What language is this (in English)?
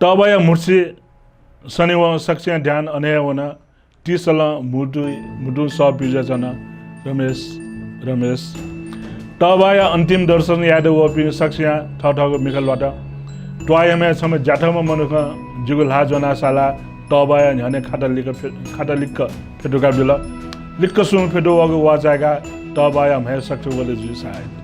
Newari